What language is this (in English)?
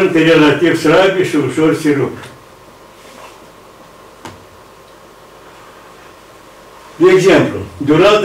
Romanian